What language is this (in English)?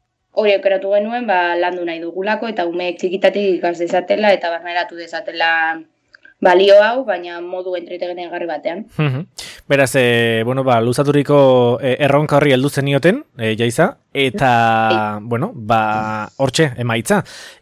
Basque